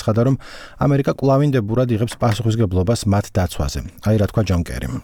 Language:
Georgian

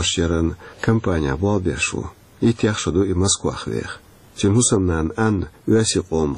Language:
Chechen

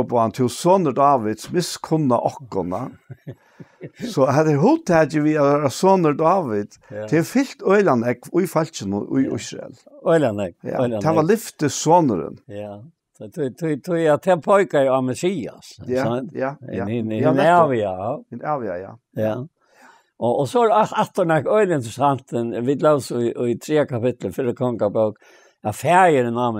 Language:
Faroese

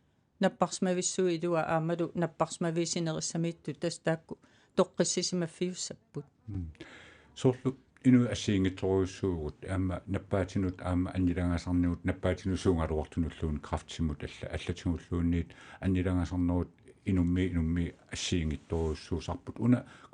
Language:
Kalaallisut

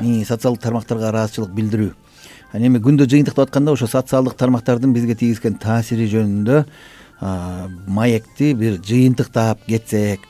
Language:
Kyrgyz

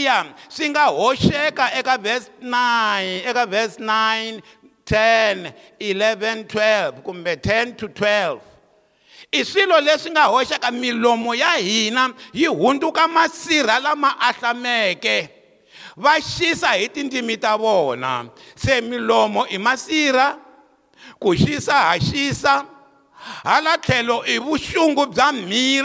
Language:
Tsonga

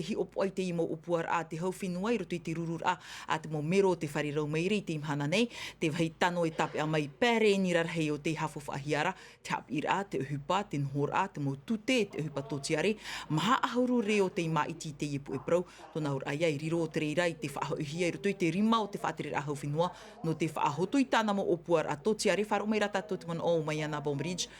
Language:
Tahitian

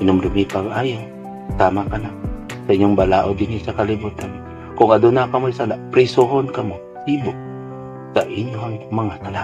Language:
Cebuano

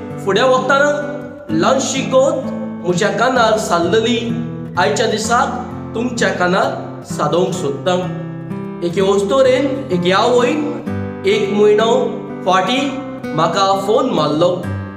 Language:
Konkani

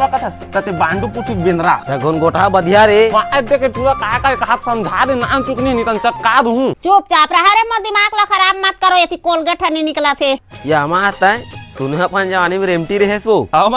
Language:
Chhattisgarhi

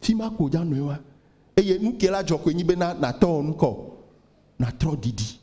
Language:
Ewe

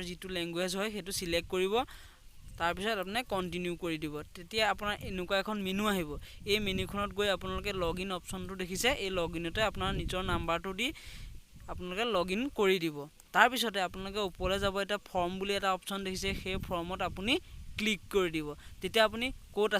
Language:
Assamese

